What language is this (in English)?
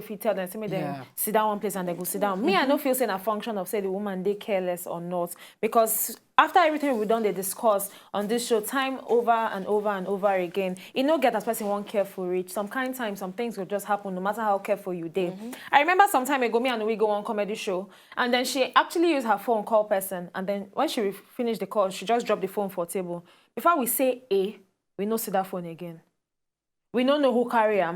Nigerian Pidgin